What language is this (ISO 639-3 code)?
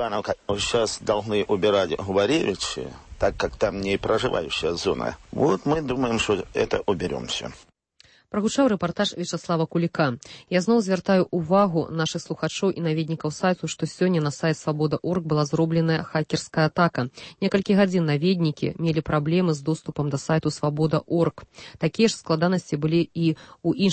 bel